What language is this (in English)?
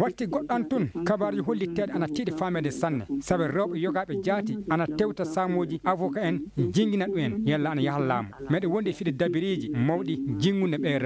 Fula